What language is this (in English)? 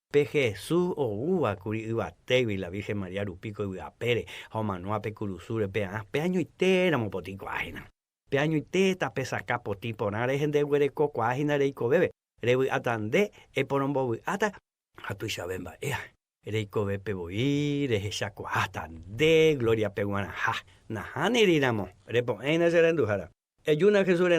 Guarani